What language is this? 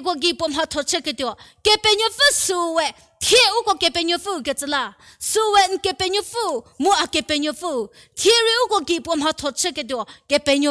Angami Naga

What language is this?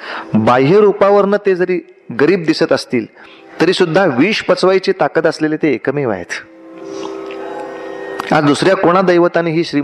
Marathi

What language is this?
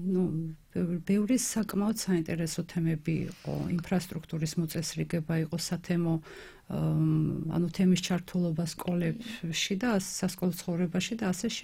Georgian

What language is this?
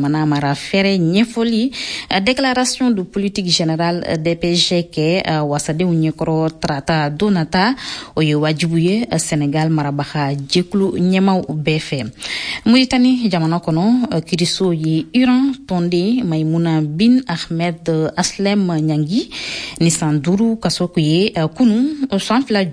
Bambara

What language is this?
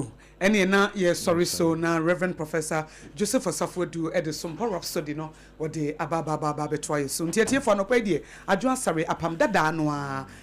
Akan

